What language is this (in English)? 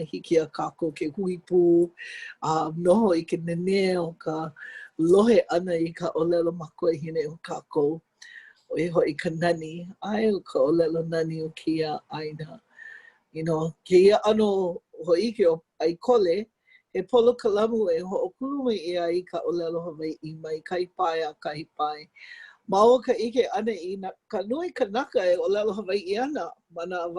Hawaiian